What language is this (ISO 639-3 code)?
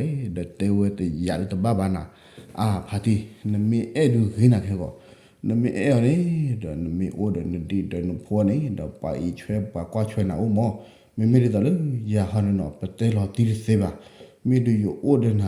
ksw